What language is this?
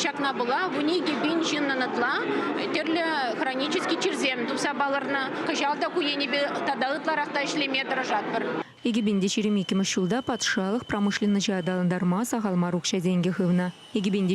Chuvash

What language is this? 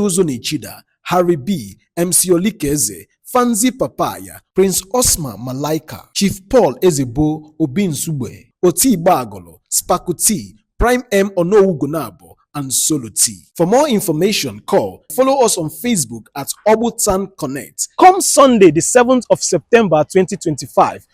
Igbo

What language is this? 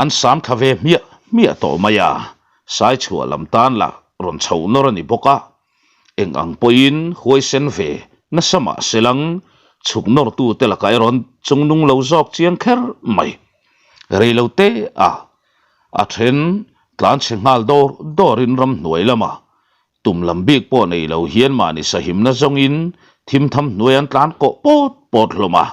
Mizo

